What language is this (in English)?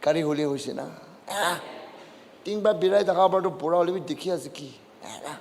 Naga Pidgin